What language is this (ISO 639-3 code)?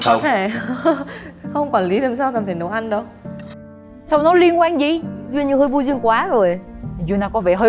vie